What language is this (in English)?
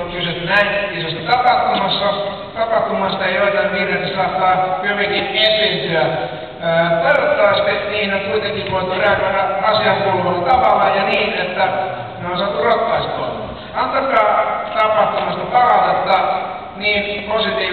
Finnish